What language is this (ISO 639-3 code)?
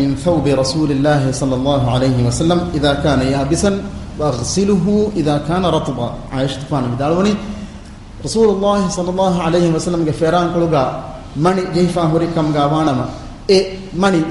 div